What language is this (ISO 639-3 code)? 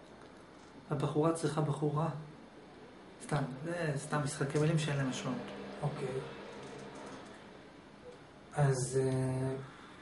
heb